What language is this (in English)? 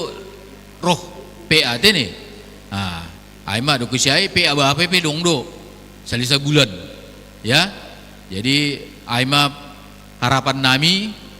Batak Simalungun